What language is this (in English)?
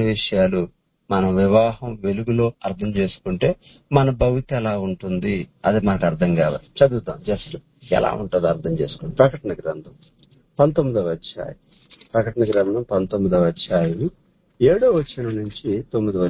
Telugu